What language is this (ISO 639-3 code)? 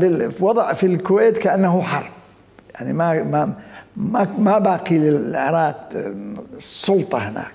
acm